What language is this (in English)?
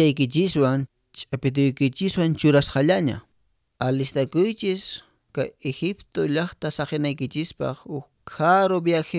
Quechua